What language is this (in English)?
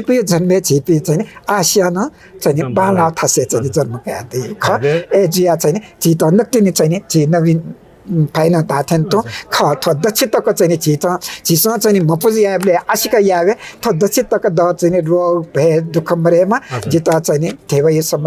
Newari